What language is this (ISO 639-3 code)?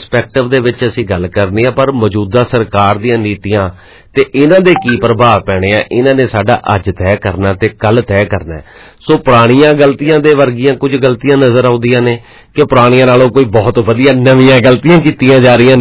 pan